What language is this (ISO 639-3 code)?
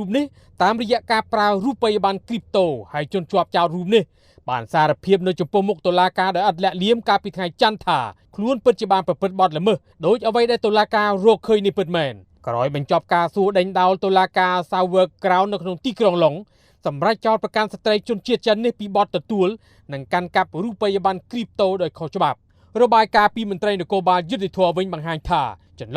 khm